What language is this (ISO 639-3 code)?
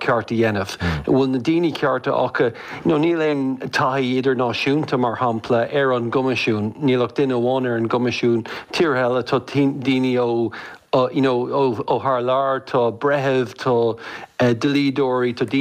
gle